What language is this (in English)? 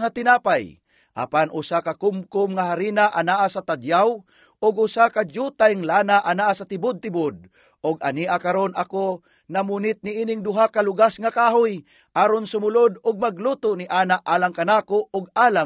Cebuano